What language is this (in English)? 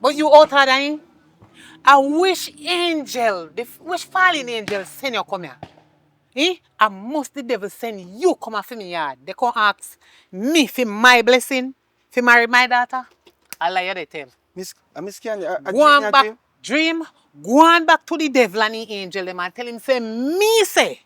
Jamaican Creole English